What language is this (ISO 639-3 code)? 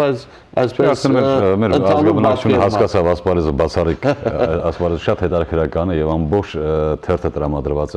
hyw